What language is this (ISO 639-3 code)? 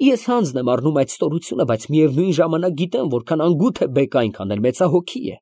hye